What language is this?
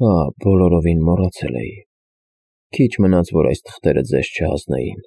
Armenian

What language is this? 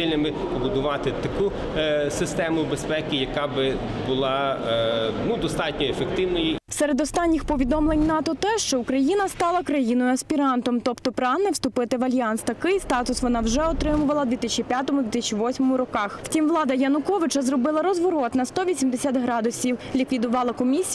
Ukrainian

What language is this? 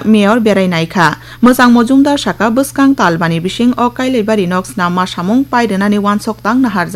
Kok Borok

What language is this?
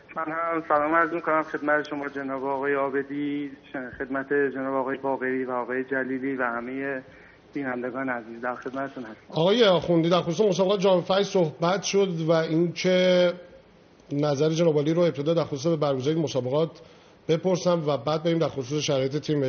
Persian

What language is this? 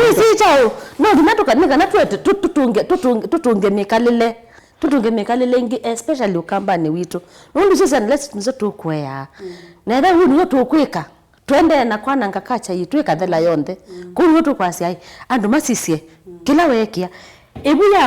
Kamba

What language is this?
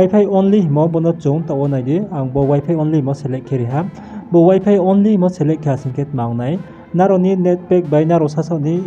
Riang (India)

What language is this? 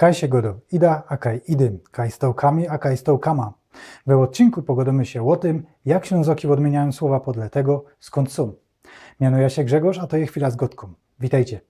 Silesian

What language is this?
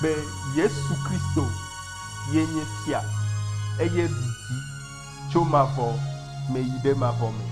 Ewe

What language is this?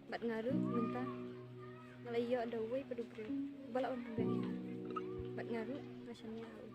Khasi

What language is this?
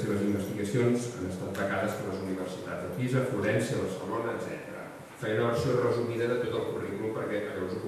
Catalan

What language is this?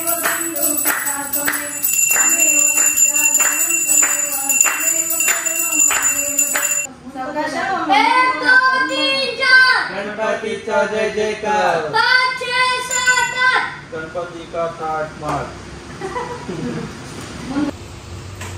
Kannada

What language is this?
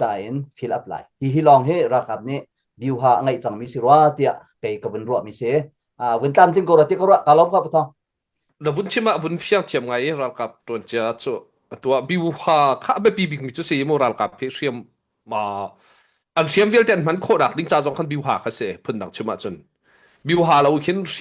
Hakha Chin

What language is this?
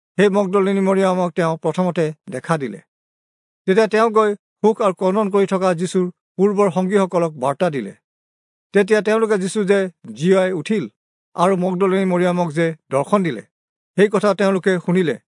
Assamese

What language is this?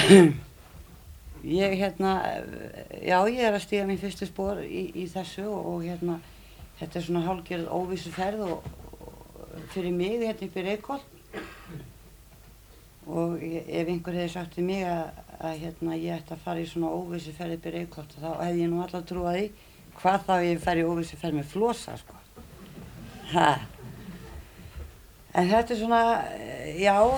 Icelandic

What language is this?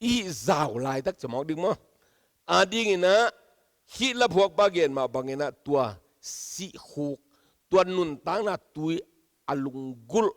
Tedim Chin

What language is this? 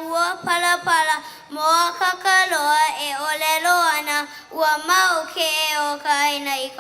Hawaiian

